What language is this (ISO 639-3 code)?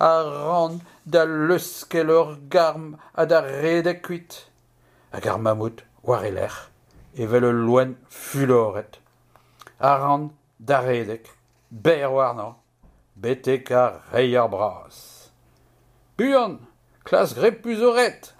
bre